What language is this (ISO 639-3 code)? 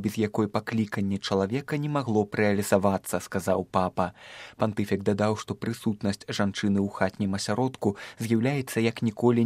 bel